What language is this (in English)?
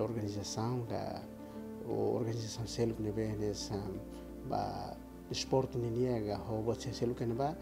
Tetum